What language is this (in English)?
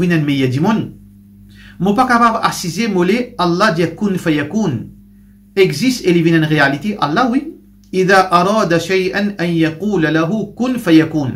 Morisyen